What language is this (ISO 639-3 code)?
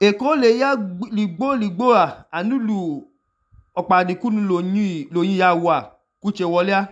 idu